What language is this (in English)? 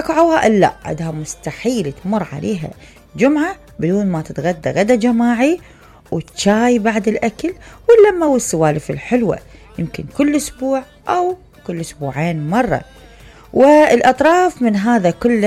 Mesopotamian Arabic